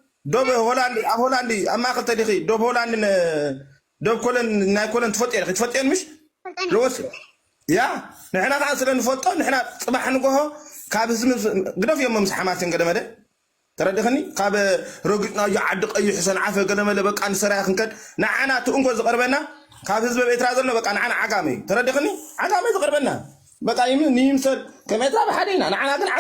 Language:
Tigrinya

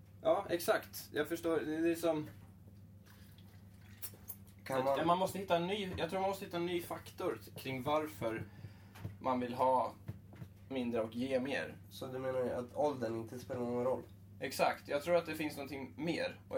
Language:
Swedish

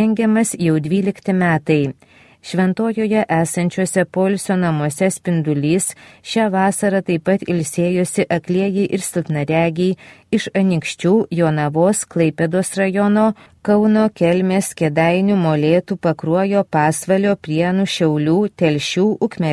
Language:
Lithuanian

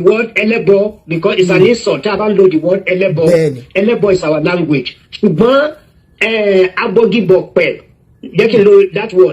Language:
Yoruba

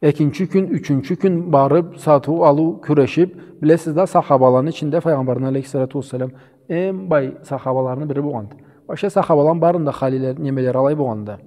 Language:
Karachay-Balkar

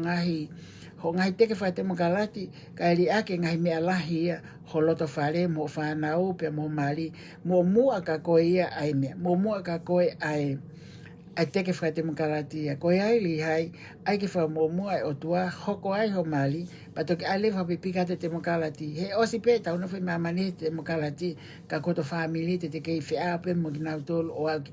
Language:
Tongan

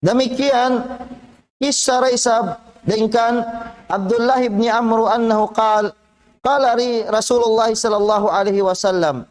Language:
Tausug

